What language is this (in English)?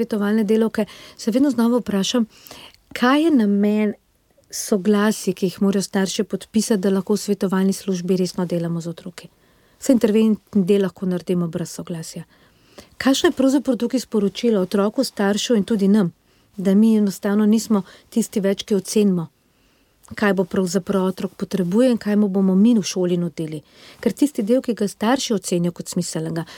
Slovenian